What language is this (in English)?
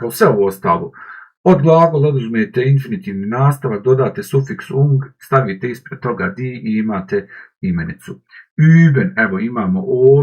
Bosnian